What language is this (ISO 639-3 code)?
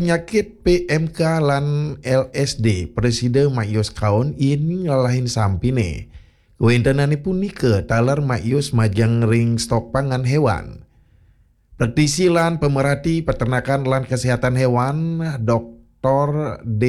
ban